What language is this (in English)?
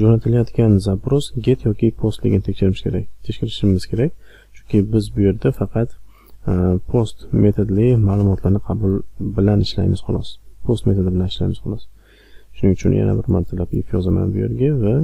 Uzbek